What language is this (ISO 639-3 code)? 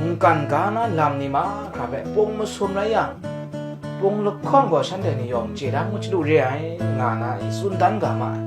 kac